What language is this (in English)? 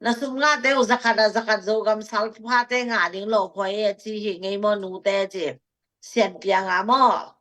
Tedim Chin